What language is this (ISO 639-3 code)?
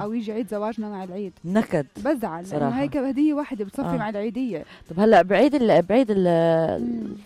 apc